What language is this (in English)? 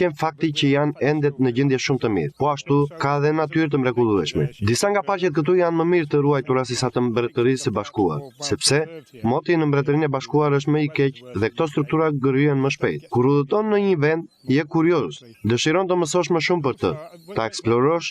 Albanian